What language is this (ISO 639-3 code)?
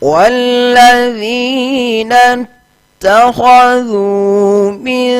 ful